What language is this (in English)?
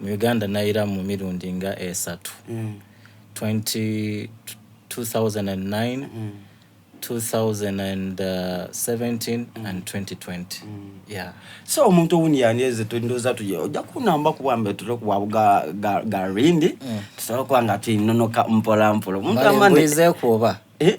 Soga